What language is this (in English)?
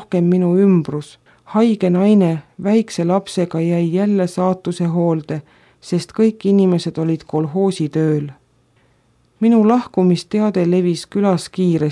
Estonian